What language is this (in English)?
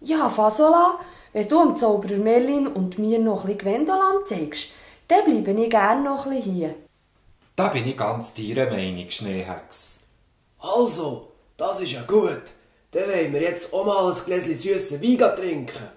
Swiss German